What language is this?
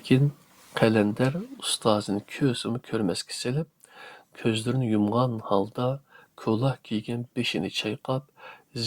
Uyghur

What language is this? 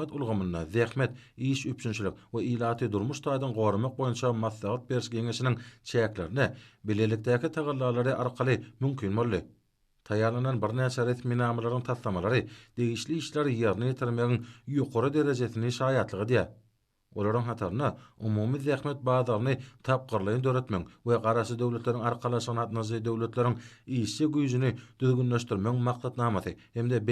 Turkmen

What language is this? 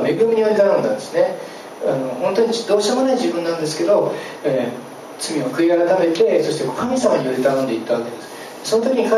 Japanese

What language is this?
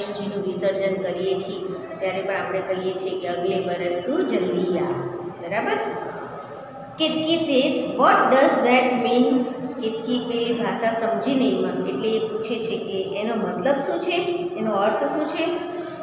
Gujarati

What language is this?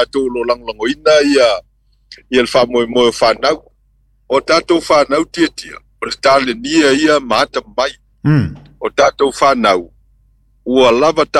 Samoan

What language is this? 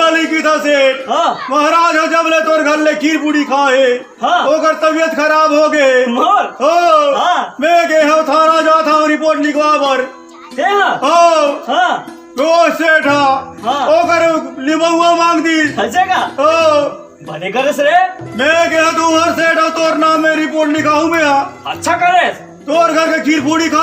Chhattisgarhi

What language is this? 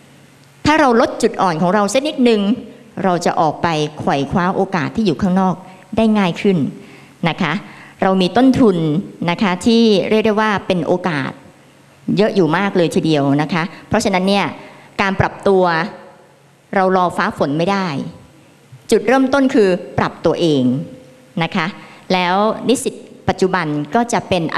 Thai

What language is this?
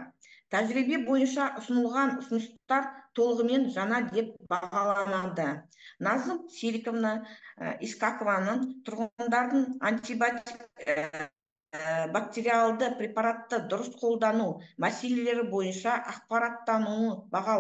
Kazakh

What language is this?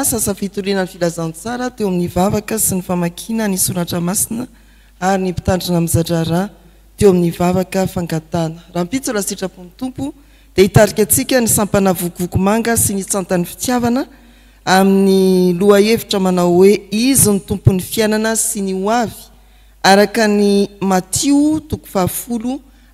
Malagasy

